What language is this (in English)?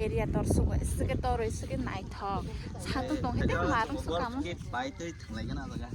Kok Borok